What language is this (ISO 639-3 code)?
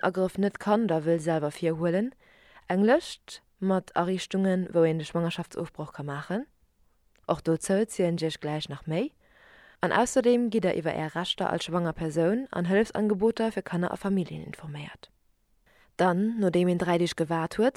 ltz